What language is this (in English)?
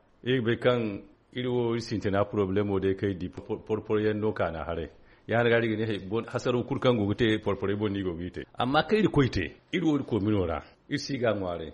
Zarma